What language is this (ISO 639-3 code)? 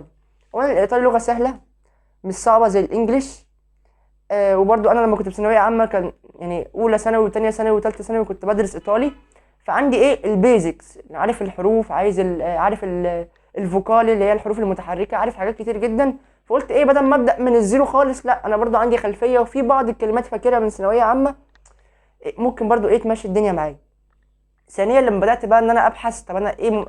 arz